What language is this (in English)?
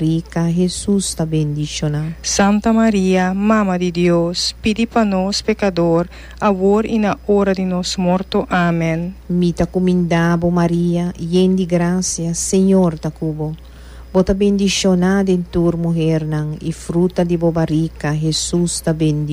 Papiamento